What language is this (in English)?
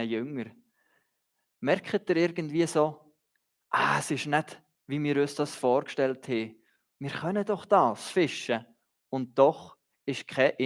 Swiss German